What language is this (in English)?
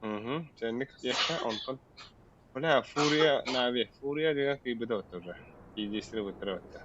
Yakut